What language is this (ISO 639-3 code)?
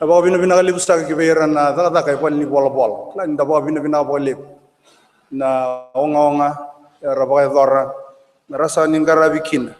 fij